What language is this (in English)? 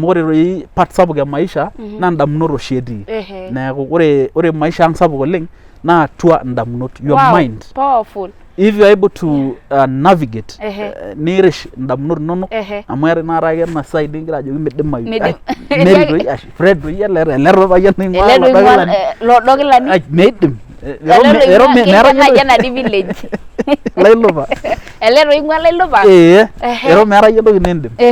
Masai